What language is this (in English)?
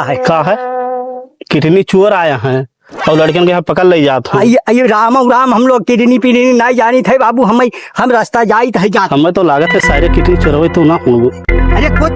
Awadhi